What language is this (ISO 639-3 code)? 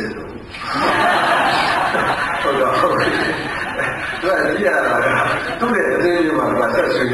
mya